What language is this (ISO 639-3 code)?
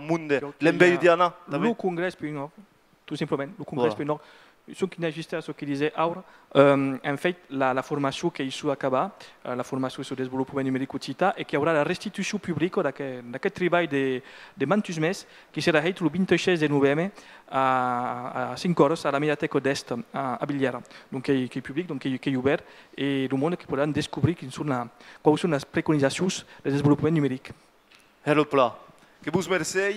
oci